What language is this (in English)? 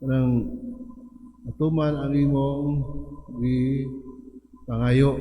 Cebuano